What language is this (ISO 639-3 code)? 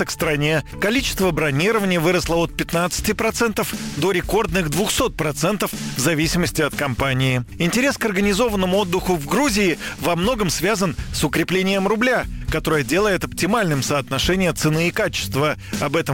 rus